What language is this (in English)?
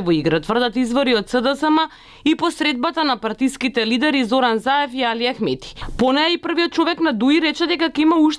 Macedonian